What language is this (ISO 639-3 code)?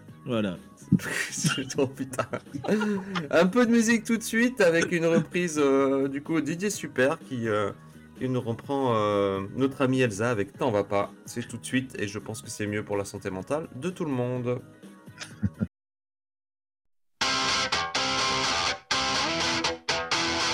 fra